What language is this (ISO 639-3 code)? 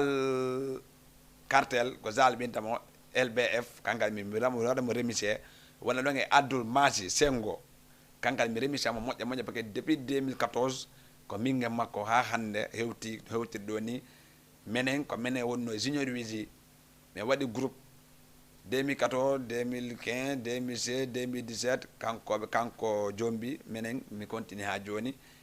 ful